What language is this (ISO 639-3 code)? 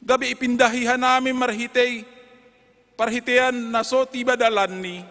bts